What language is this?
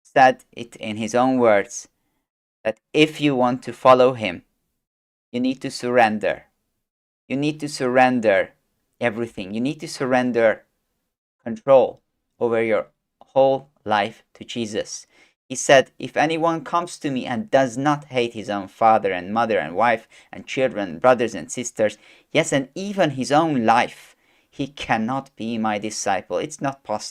English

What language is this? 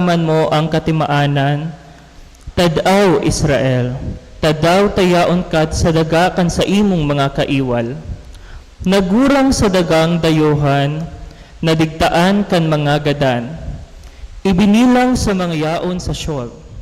Bikol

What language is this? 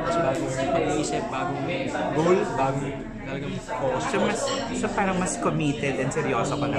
Filipino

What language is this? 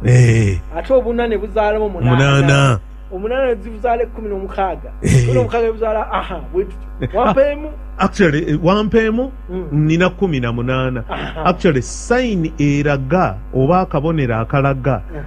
Ganda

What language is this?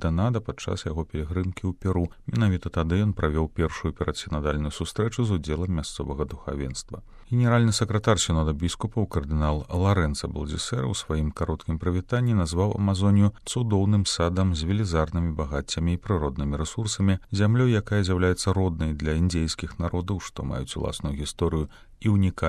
Belarusian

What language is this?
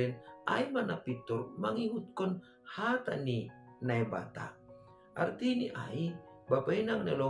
Batak Simalungun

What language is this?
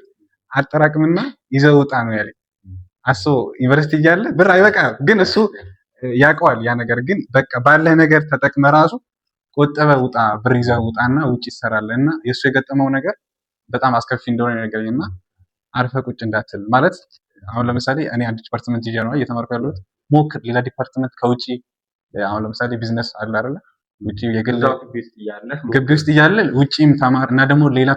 Amharic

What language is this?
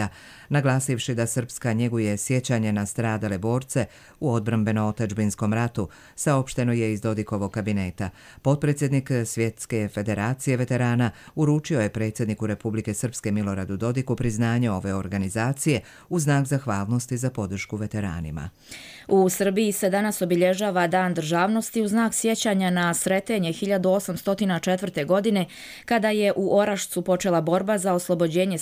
Croatian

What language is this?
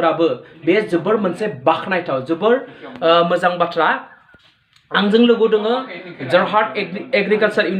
Bodo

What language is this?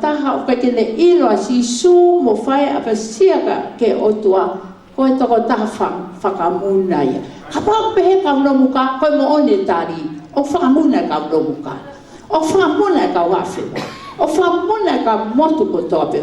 Tongan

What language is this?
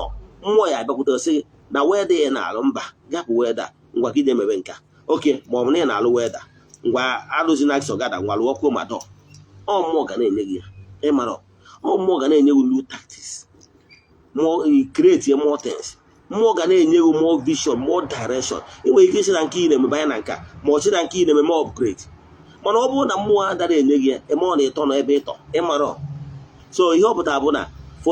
Igbo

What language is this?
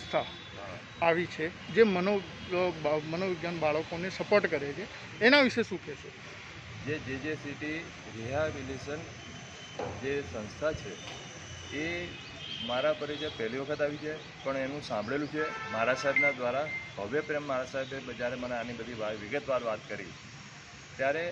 Gujarati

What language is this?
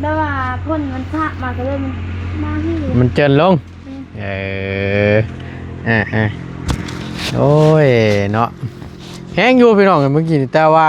Northeastern Thai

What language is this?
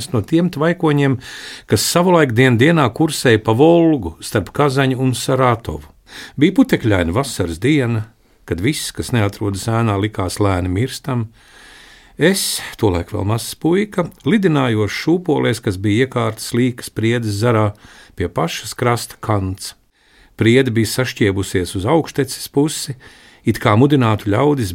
Latvian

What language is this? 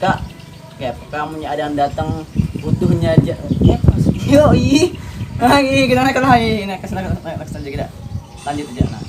Banjar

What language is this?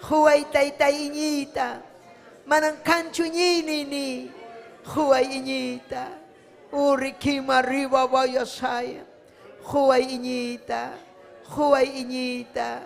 Ayacucho Quechua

